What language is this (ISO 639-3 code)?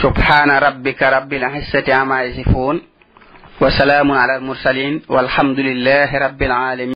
wol